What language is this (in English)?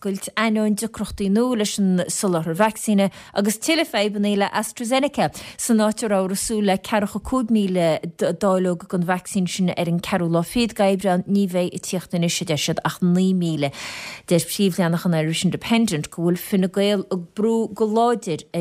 Irish